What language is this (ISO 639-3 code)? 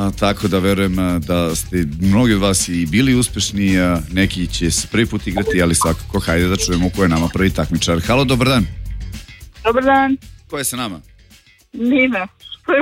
srp